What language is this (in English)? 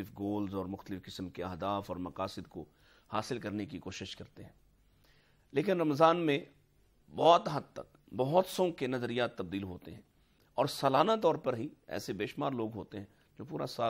Urdu